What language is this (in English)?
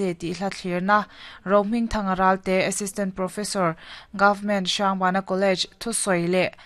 Mizo